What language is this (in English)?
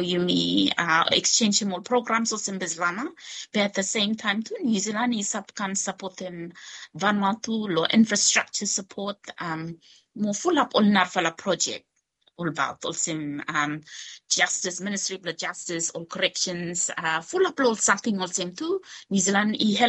Bislama